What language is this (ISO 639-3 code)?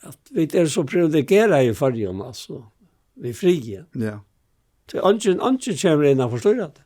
fao